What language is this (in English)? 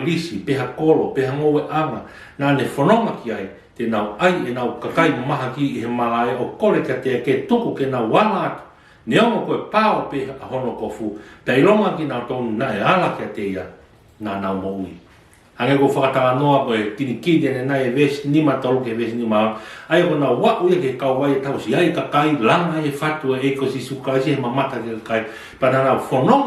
Tongan